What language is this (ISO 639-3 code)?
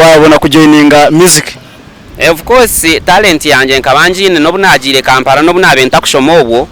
nyn